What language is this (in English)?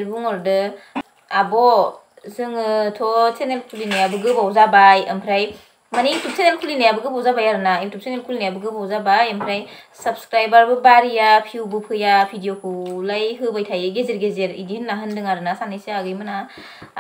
Bodo